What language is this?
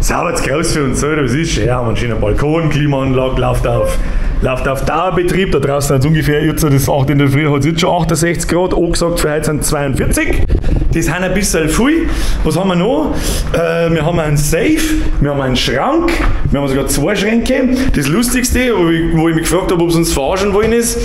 Bavarian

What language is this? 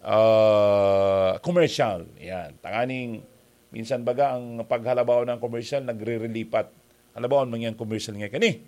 Bikol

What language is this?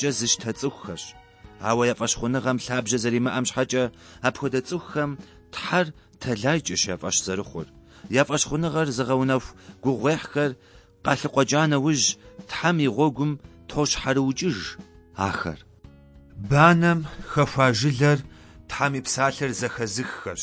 Kabardian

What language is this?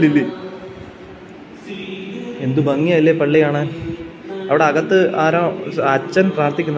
Malayalam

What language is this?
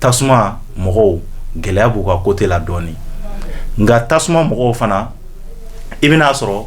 Bambara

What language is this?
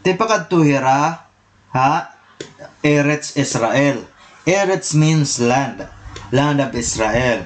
Waray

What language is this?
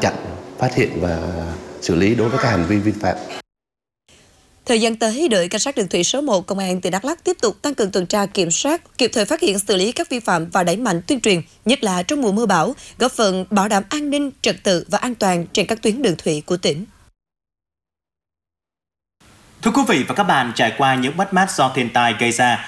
Vietnamese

